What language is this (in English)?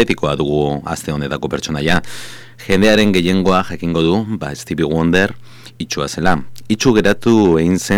Basque